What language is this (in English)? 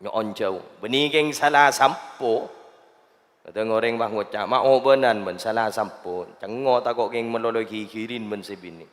Madurese